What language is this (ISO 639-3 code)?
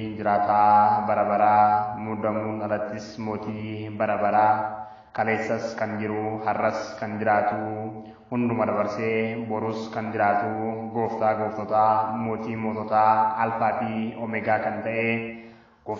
orm